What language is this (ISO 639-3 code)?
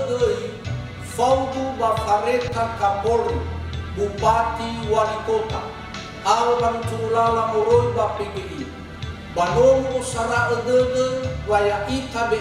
nia